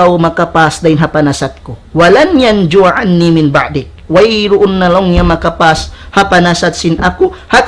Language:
Tausug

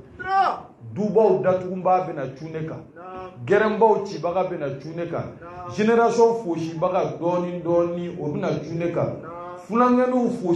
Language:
Bambara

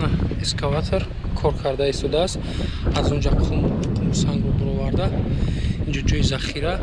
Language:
Tajik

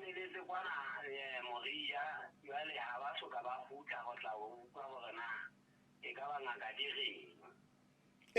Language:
Southern Sotho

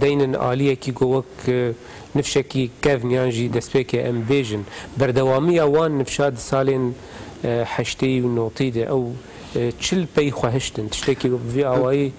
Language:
Kurdish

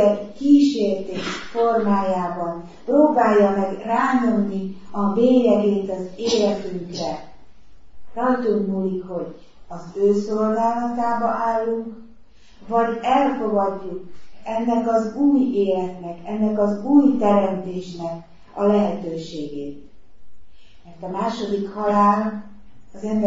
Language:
Hungarian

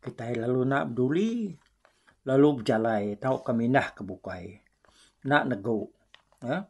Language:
Iban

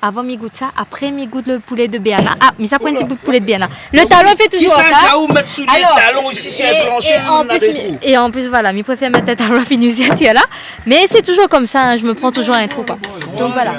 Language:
Réunion Creole French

